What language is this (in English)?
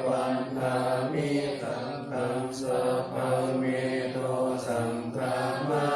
Pali